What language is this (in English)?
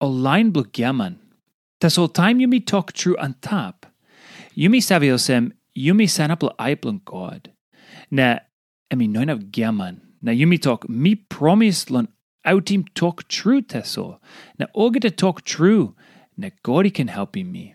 Tok Pisin